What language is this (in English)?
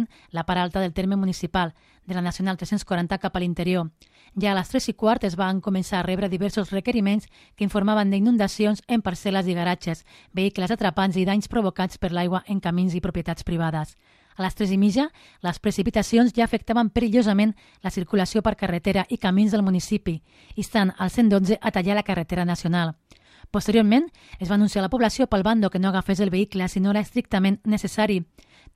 Catalan